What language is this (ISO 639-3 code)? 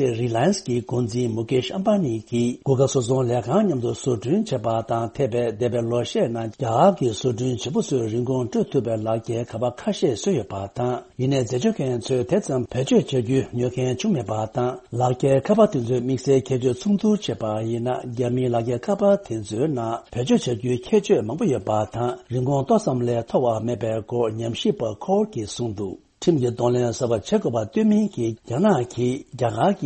bod